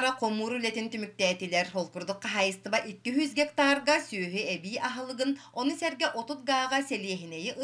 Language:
Yakut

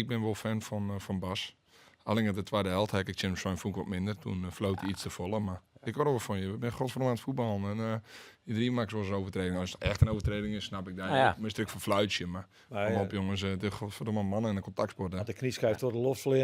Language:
Western Frisian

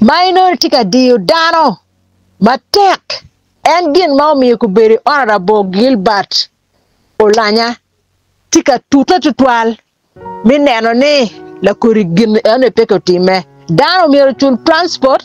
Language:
Acoli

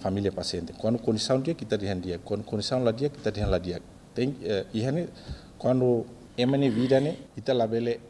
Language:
Tetum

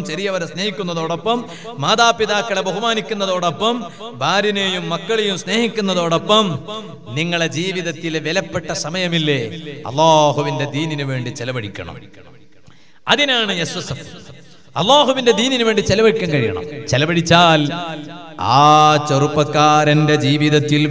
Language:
Malayalam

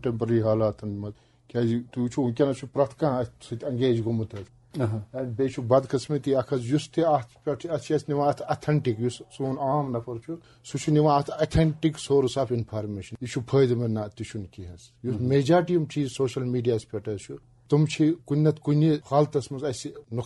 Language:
Kashmiri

